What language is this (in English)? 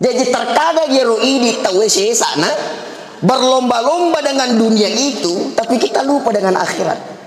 Buginese